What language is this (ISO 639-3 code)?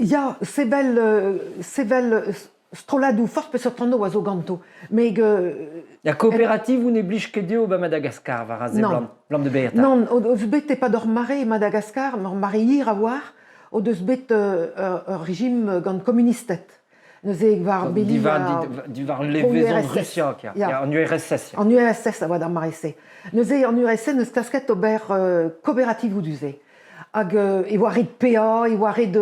bre